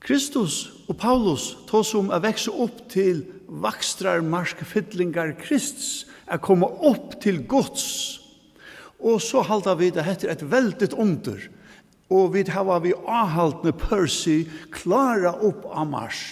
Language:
Faroese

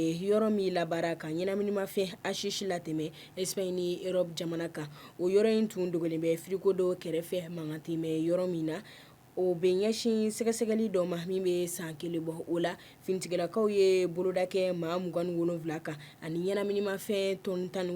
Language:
Bambara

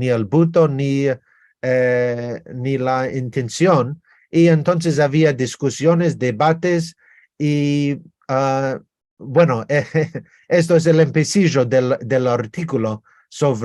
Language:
Ladino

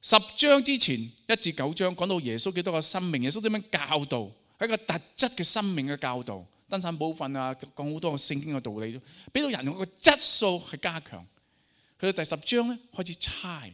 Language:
Cantonese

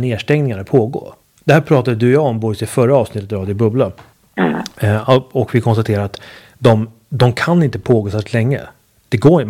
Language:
Swedish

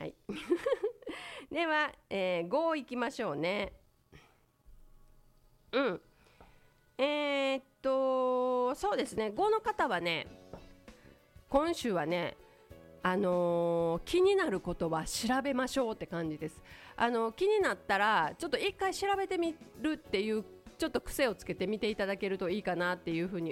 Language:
Japanese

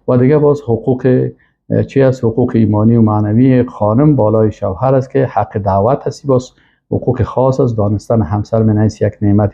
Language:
Persian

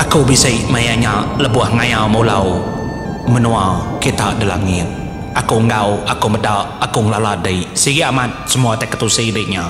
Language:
Iban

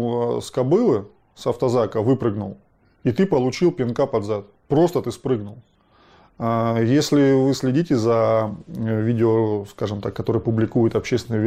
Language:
Russian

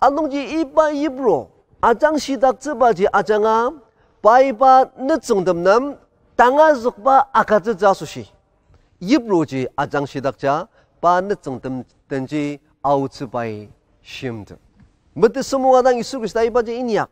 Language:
Ao Naga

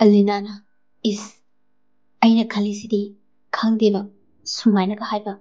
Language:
Manipuri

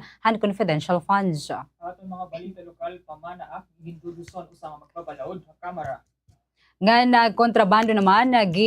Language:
Waray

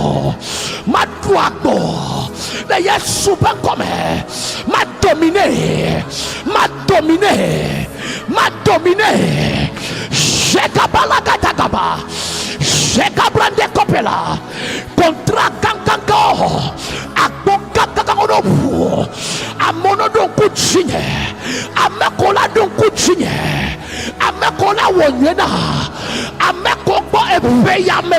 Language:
Ewe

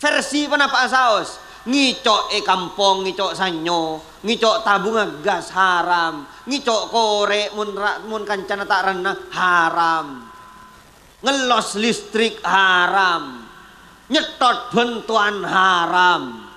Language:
Madurese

